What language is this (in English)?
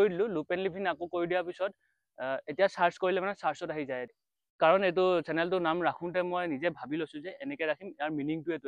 Assamese